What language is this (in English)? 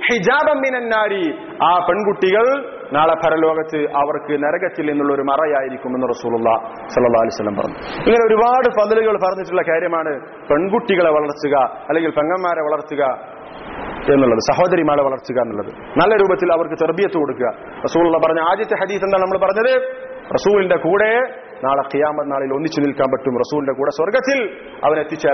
Malayalam